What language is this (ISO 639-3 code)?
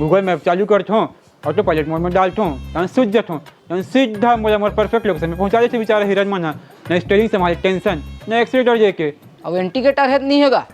hne